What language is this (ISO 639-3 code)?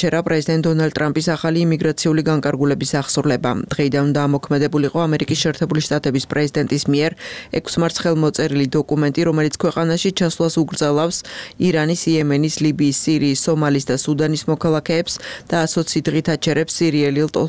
kat